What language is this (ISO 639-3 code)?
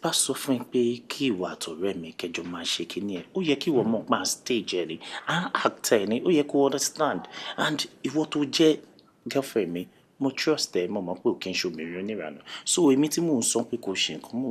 yor